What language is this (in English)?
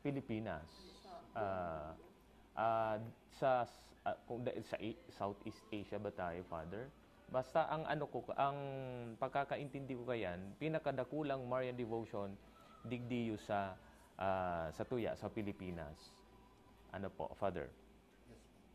Bikol